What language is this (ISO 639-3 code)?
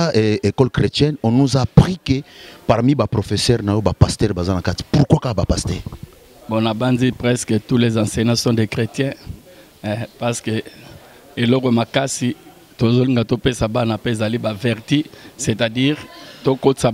lin